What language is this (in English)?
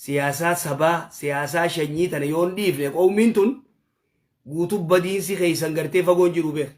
Oromo